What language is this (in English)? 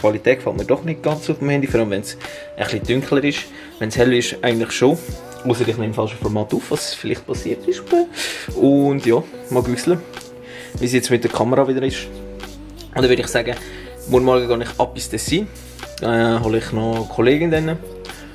Swiss German